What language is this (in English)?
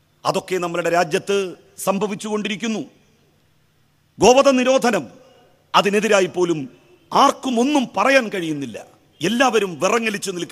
Malayalam